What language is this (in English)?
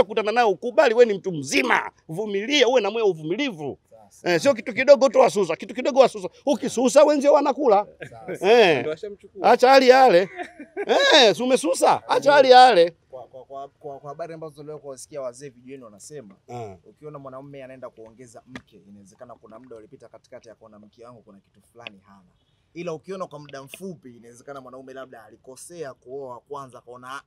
Swahili